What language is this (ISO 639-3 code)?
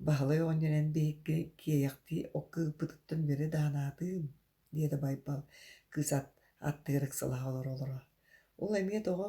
sah